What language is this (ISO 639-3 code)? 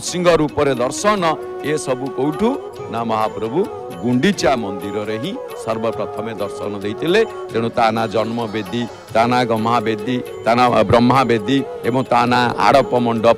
ori